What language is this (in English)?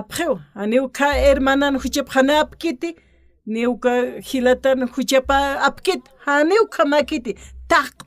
Aymara